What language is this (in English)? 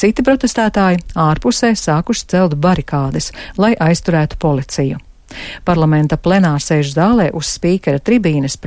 Latvian